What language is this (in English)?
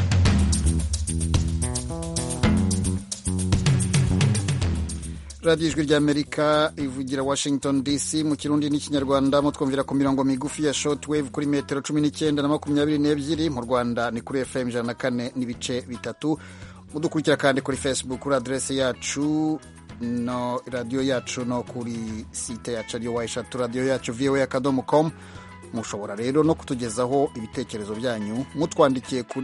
Kinyarwanda